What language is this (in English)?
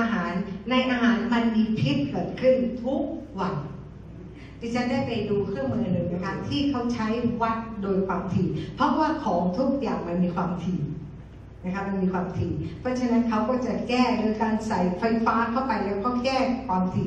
Thai